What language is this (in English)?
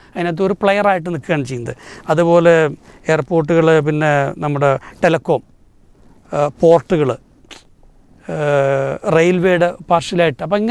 Malayalam